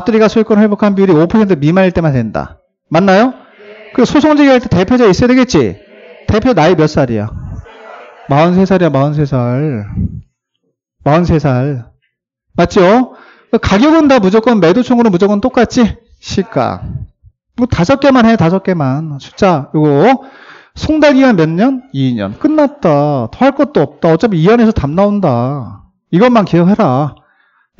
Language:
Korean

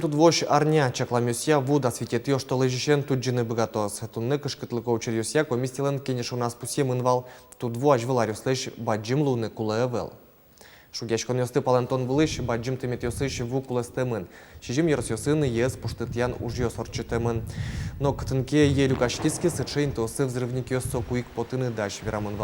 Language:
Udmurt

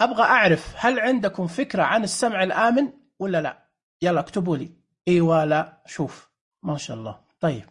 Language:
Najdi Arabic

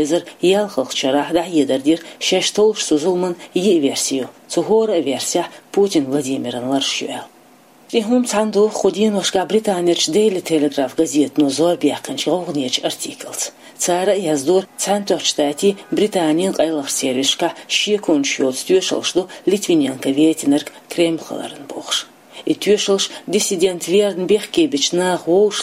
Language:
Chechen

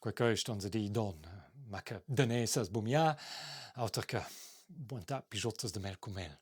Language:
Romansh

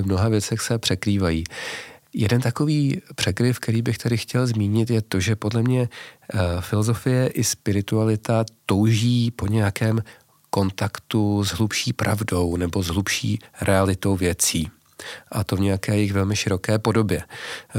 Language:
Czech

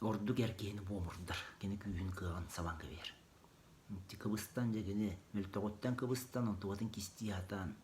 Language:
Yakut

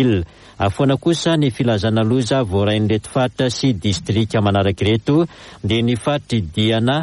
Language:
Malagasy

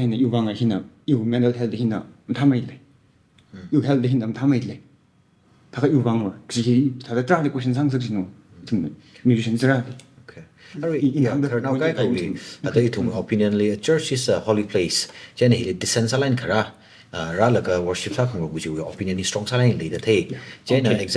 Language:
Tangkhul Naga (India)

